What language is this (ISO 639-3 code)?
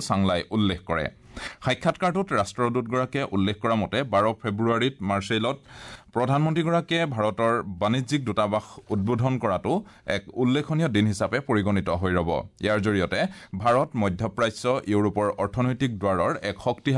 asm